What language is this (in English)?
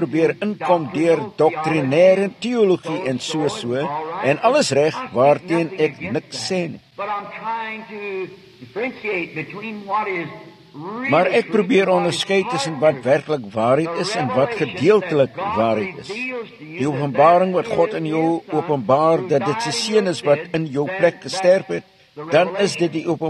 Afrikaans